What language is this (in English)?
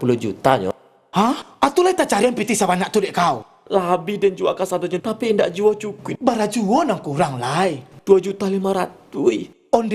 Minangkabau